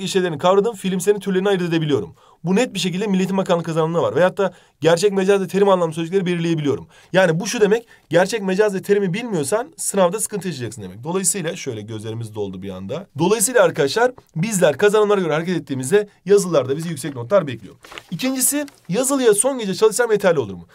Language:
Turkish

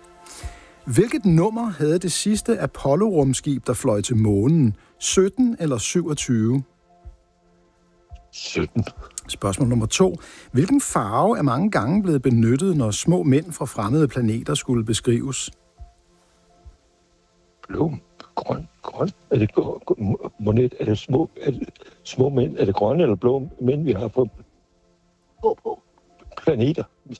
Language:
Danish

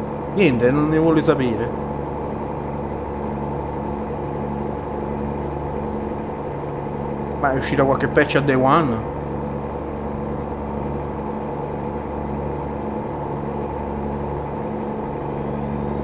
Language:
Italian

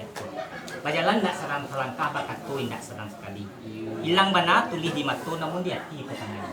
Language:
Minangkabau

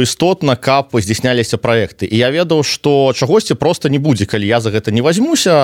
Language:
Belarusian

